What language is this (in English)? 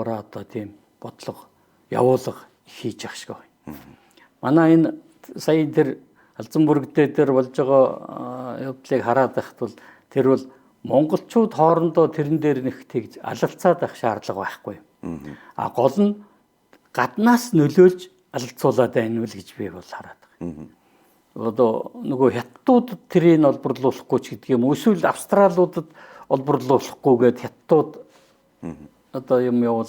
Mongolian